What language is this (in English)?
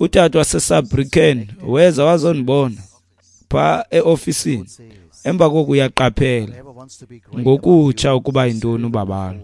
Xhosa